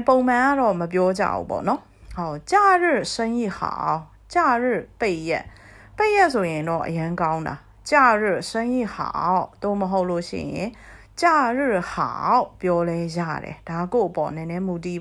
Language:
Burmese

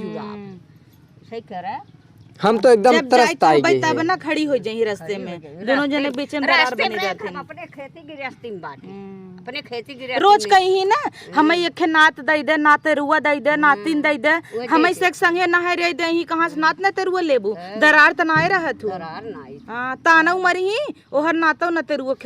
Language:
Awadhi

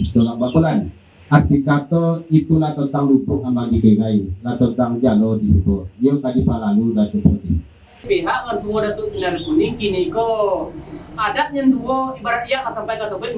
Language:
Minangkabau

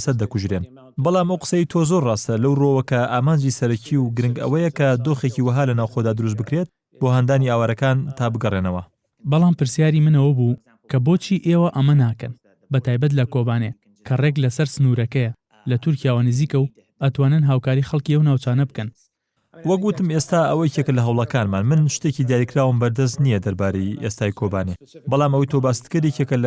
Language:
Central Kurdish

